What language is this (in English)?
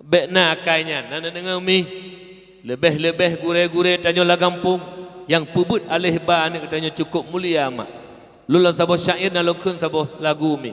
Achinese